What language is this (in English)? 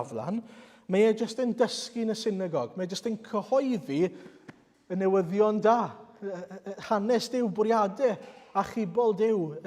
Welsh